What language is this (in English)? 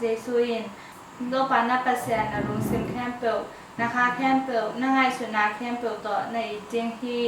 Tedim Chin